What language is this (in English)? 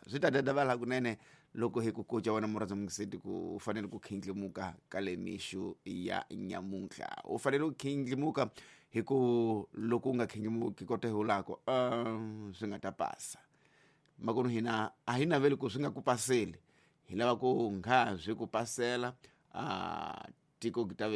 Tsonga